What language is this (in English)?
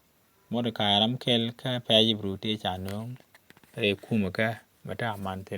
Nuer